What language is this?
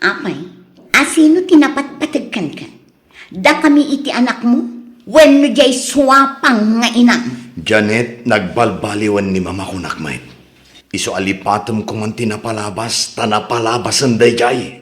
Iloko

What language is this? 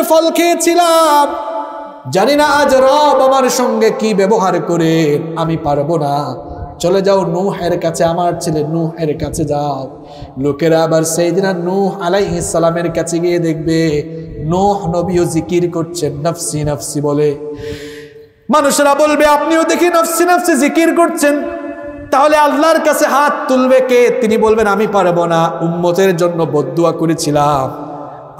Bangla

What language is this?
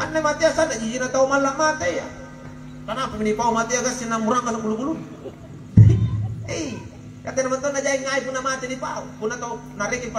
Makasar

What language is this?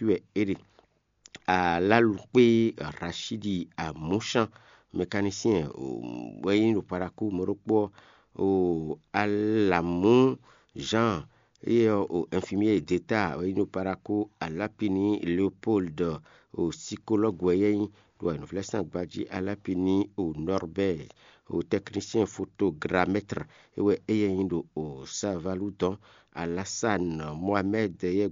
Fon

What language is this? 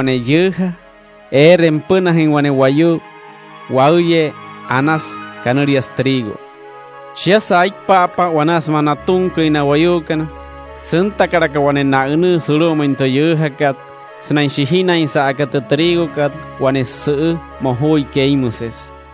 Wayuu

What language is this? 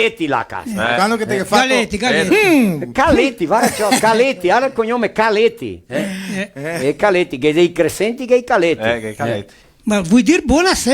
Venetian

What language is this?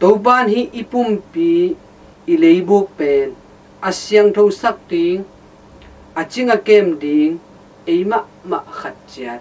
Tedim Chin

